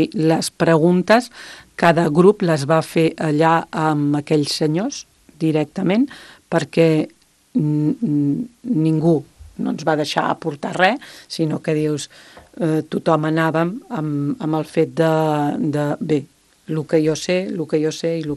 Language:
Catalan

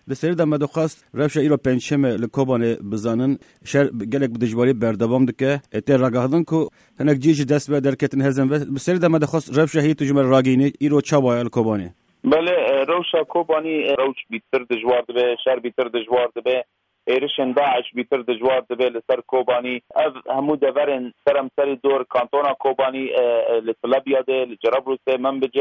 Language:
Kurdish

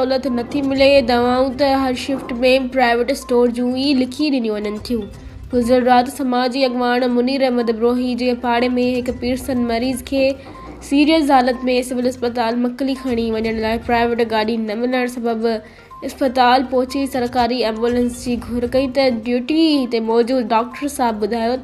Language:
Sindhi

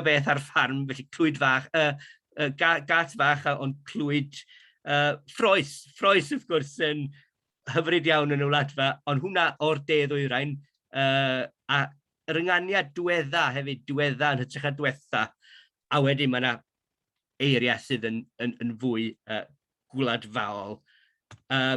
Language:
Welsh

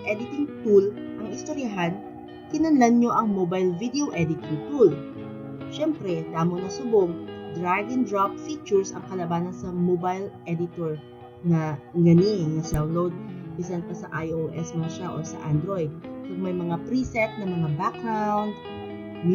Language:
Hiligaynon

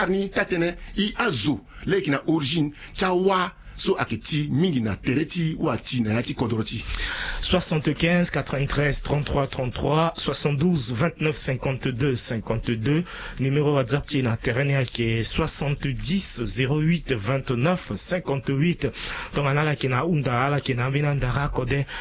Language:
Sango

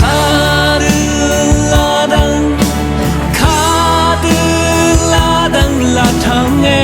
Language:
Rawang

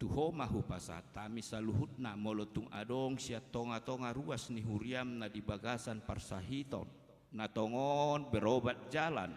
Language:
Batak Toba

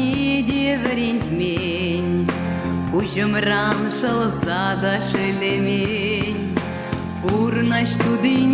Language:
Chuvash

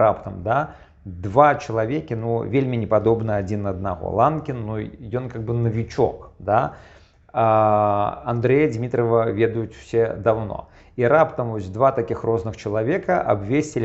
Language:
Belarusian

